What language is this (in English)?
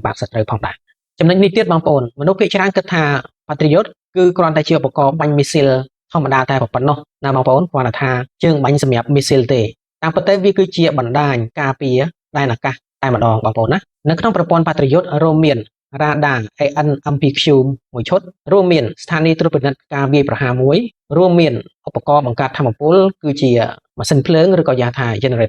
Khmer